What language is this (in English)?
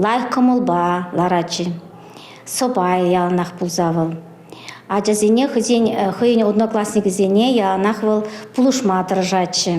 Chuvash